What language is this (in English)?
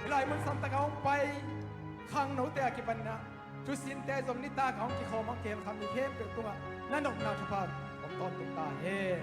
Tedim Chin